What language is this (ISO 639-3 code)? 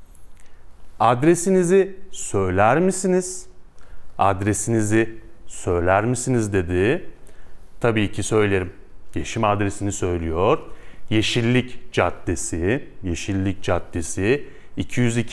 tur